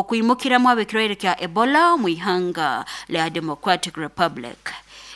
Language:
Nyoro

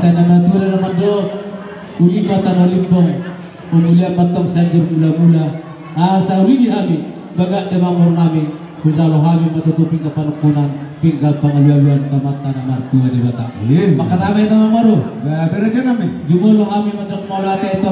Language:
Batak Toba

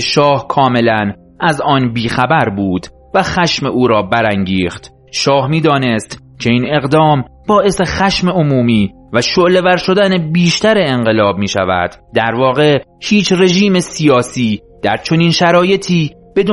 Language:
Persian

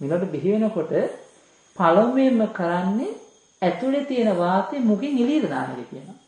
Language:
Sinhala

